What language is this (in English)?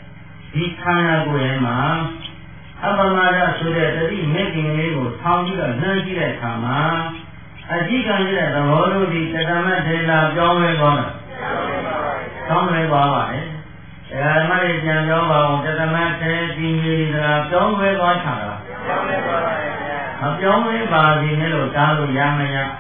Burmese